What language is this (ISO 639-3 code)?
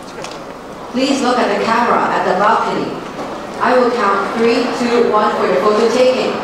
eng